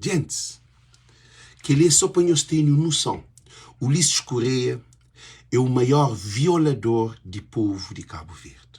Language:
Kabuverdianu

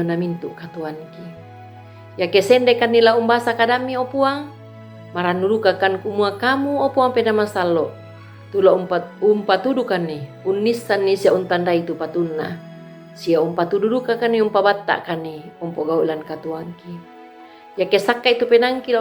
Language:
Toraja-Sa'dan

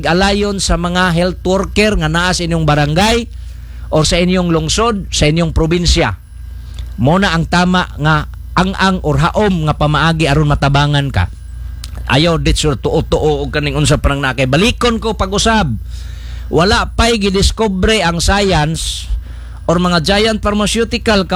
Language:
Cebuano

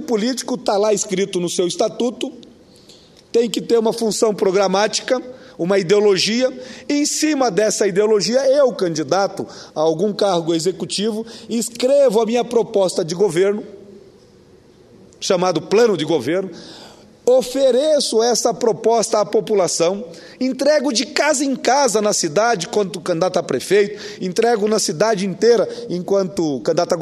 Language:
Portuguese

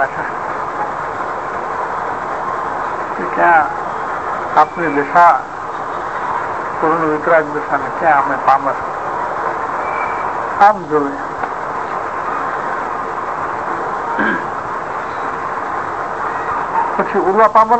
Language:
Gujarati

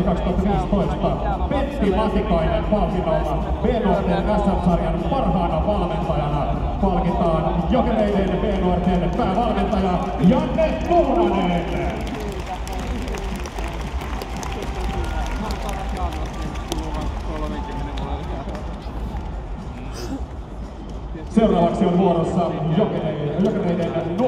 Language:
Finnish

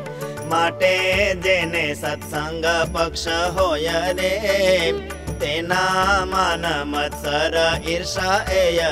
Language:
Gujarati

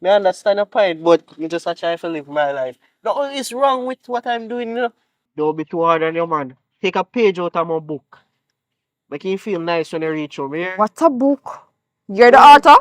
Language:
Jamaican Creole English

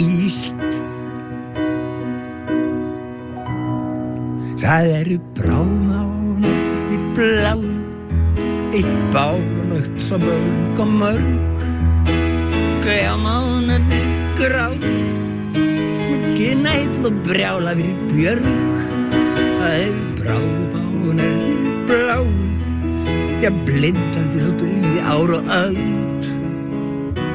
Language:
Icelandic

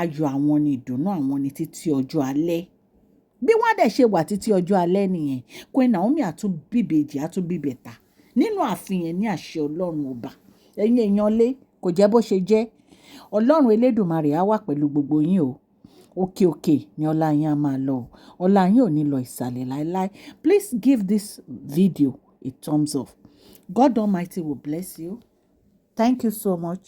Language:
Yoruba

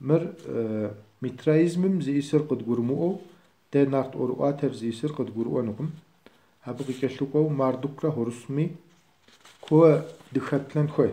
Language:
Kabardian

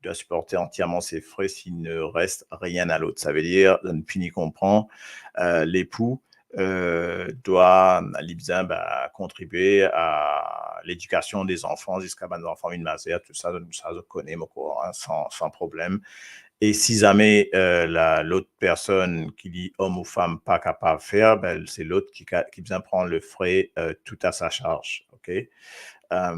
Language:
Morisyen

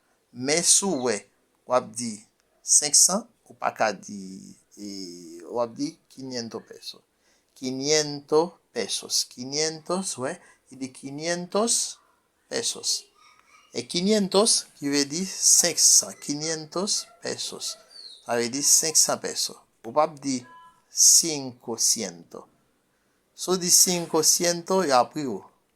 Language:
Haitian Creole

